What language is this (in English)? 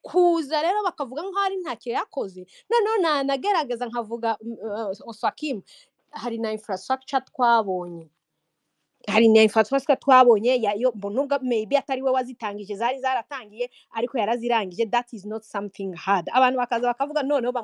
Kinyarwanda